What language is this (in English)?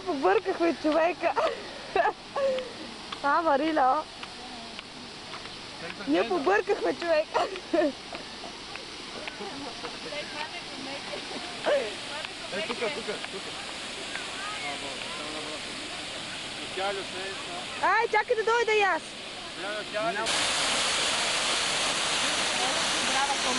Bulgarian